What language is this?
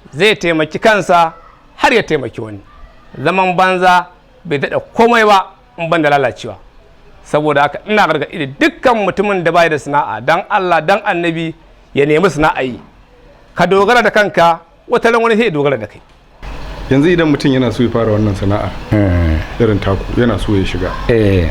Hausa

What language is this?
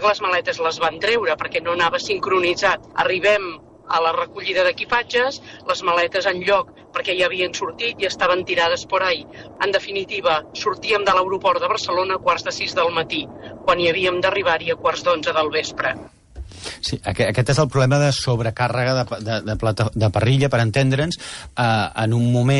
Catalan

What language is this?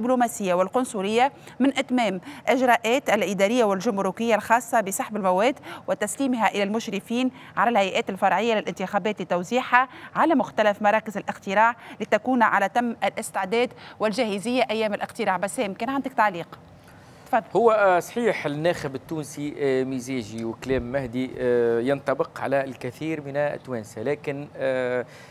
Tunisian Arabic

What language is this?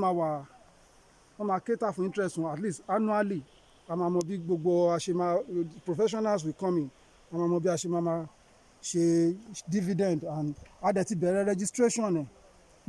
Yoruba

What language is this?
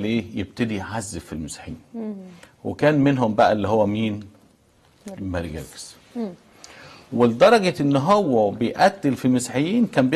Egyptian Arabic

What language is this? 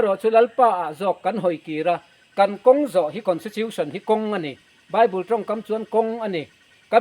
Mizo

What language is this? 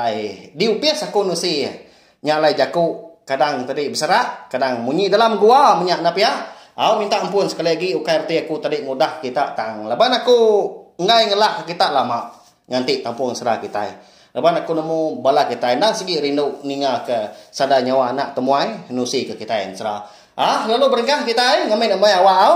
Iban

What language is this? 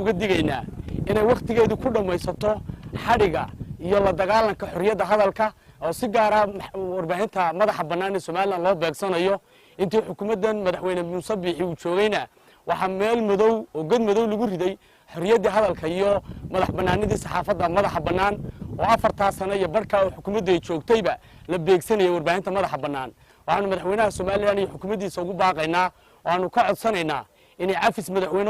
Somali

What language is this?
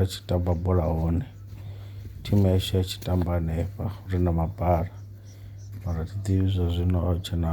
Venda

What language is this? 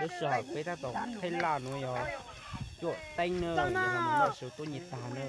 Hmong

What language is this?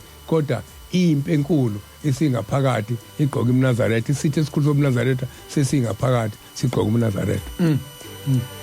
Zulu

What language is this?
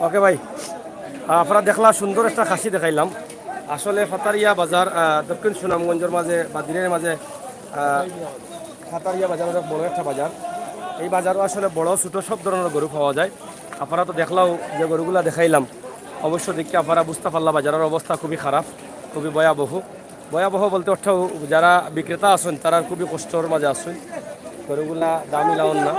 Sylheti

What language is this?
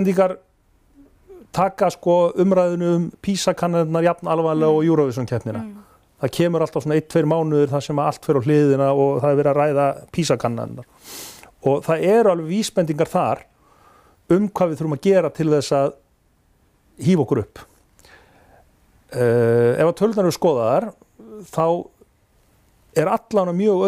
Icelandic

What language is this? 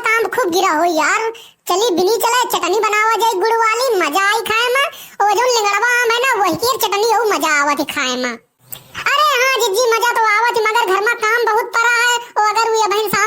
Awadhi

